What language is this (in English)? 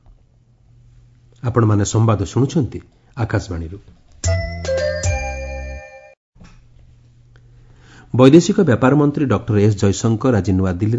Odia